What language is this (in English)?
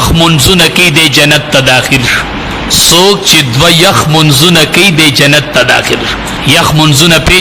Pashto